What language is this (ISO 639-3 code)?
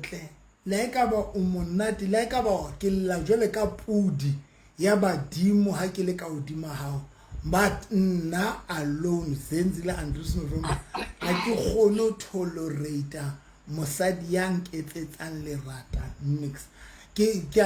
sot